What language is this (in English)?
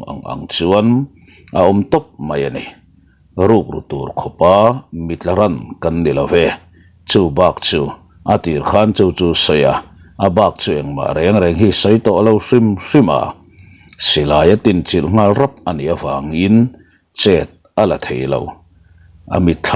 Mizo